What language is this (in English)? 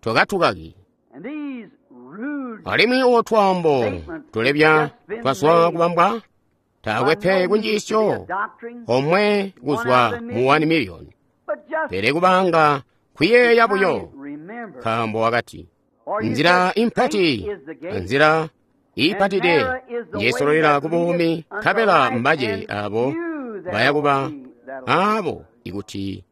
Tonga (Zambia)